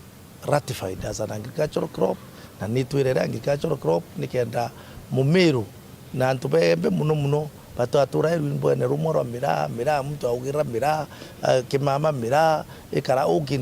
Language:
Meru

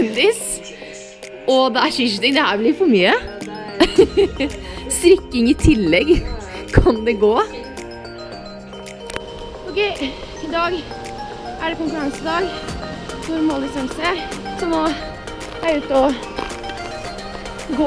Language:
Norwegian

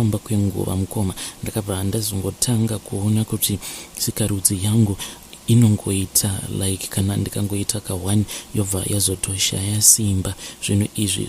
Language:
Shona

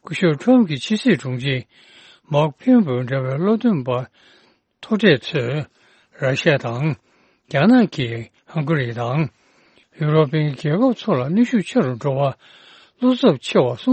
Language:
Tibetan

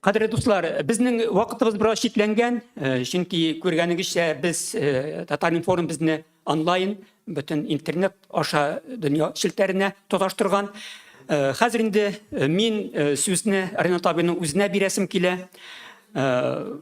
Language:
Tatar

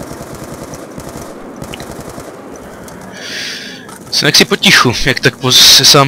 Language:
Czech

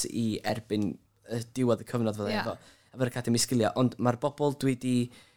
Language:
Welsh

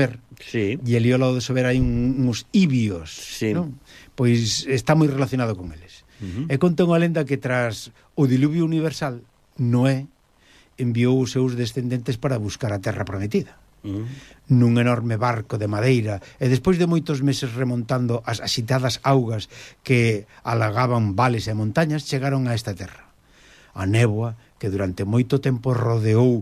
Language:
Galician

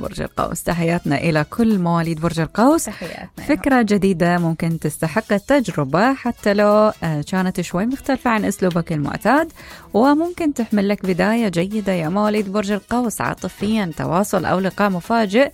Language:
Mesopotamian Arabic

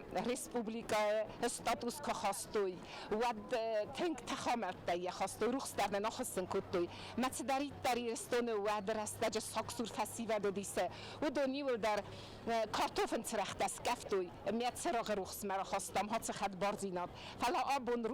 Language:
Ossetic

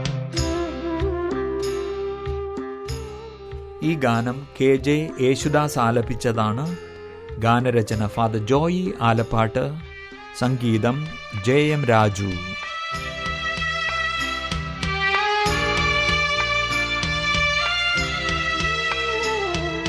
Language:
Malayalam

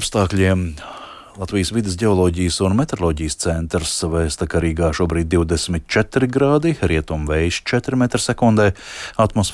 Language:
Latvian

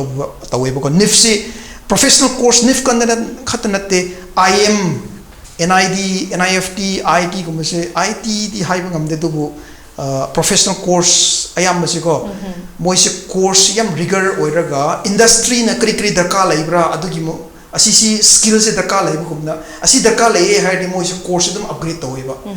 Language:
Manipuri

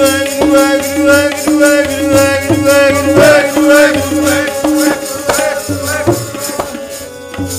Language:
Punjabi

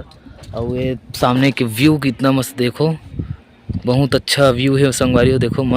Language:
Chhattisgarhi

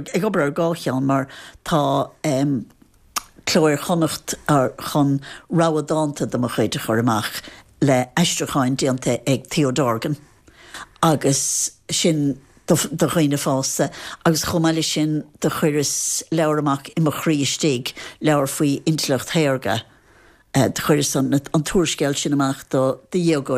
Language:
Irish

